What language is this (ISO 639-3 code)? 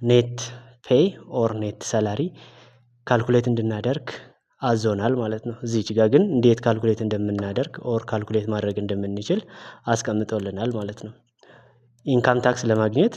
amh